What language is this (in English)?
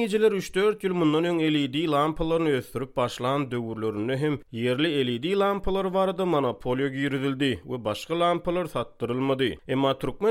Turkmen